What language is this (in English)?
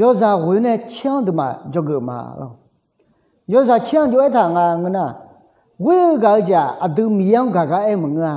Akha